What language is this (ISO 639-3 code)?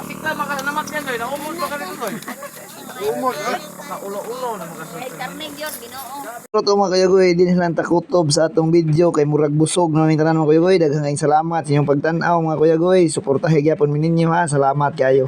ceb